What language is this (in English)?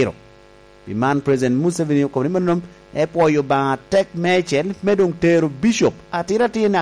Lango (Uganda)